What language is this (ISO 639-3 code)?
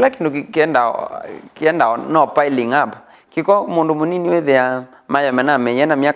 kam